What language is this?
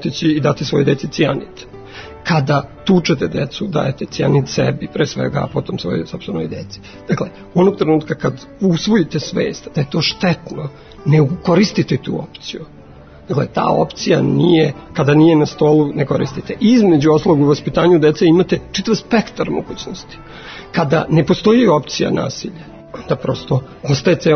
Serbian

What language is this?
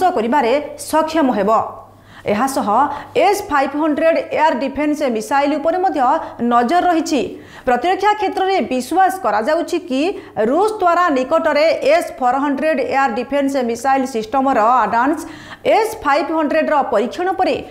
Odia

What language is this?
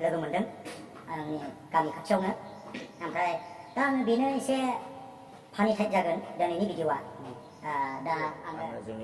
Bodo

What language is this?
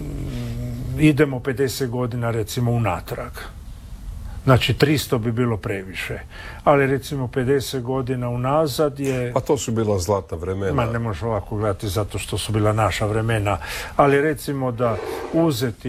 Croatian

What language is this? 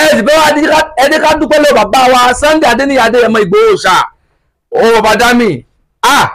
Yoruba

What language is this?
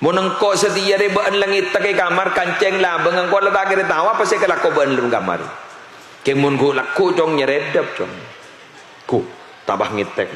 Madurese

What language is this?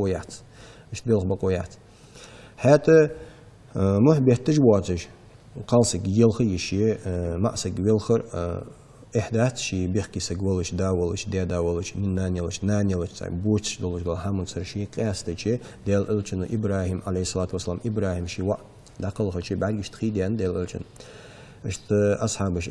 Ingush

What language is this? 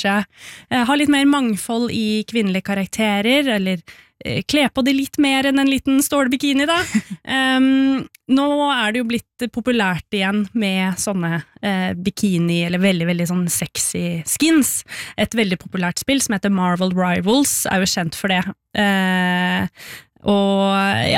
Norwegian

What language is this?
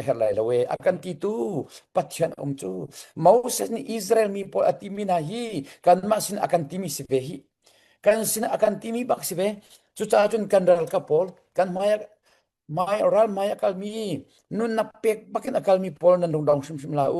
Hakha Chin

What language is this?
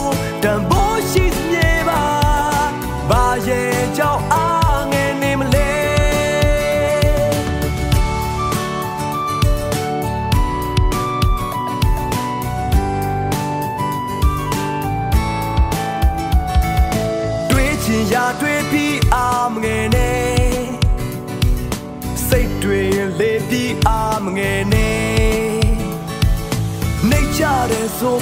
Burmese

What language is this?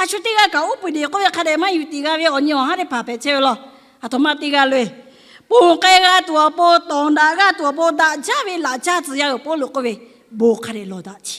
Lahu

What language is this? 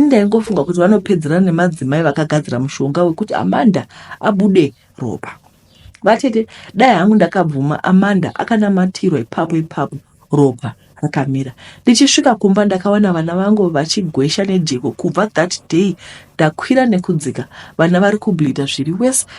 Shona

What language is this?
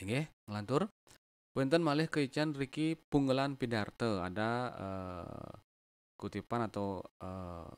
Balinese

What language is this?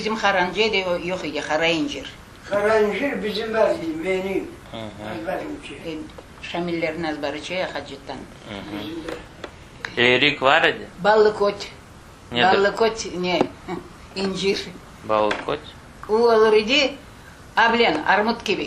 Crimean Tatar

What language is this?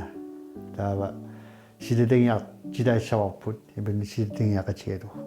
Kalaallisut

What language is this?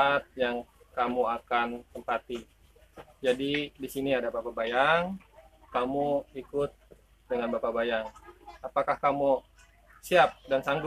Betawi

